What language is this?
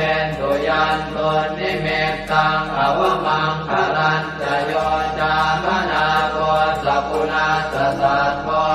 Pali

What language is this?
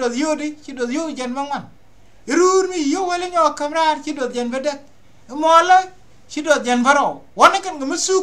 Nuer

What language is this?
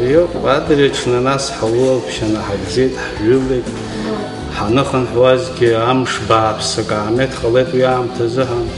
Abkhazian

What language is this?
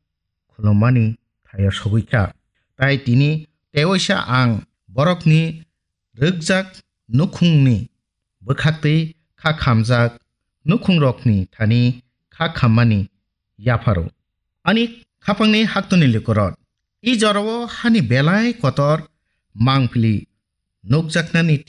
Kok Borok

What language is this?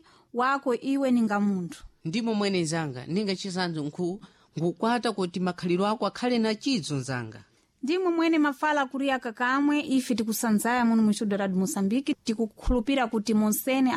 Sena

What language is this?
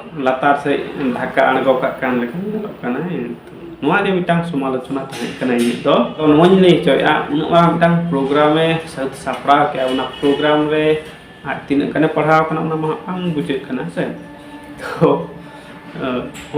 Santali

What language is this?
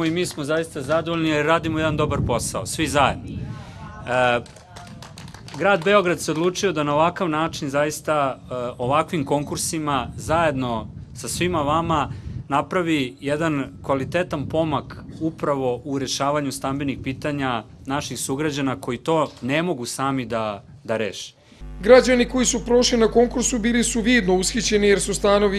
Serbian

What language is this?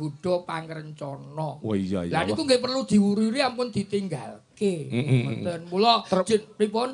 Javanese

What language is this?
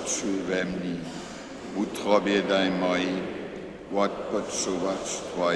Upper Sorbian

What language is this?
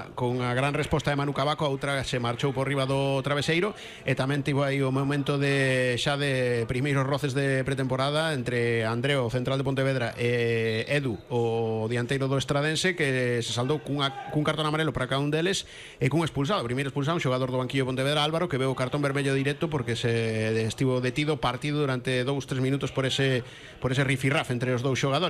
Galician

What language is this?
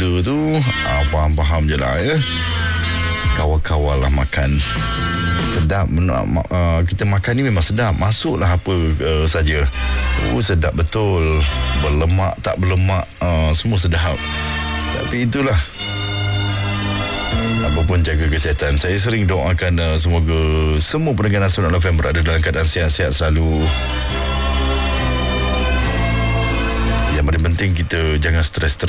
Malay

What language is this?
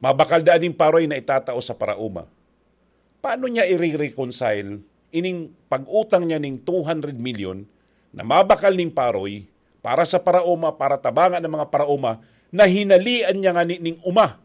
Bikol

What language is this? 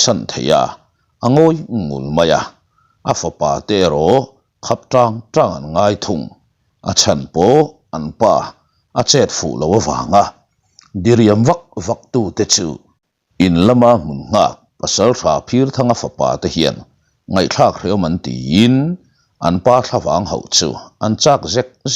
Mizo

